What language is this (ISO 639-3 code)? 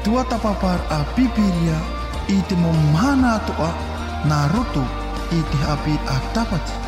tah